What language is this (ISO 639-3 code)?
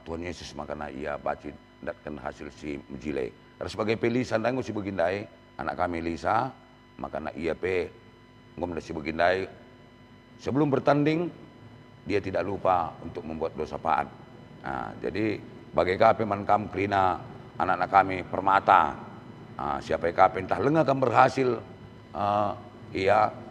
btx